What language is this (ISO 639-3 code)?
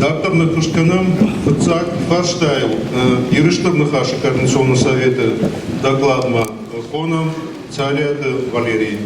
oss